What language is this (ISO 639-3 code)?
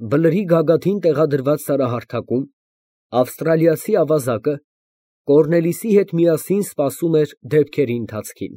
hye